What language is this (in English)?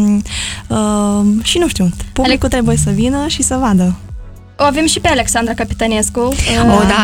Romanian